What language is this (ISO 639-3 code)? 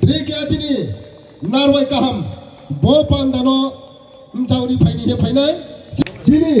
ria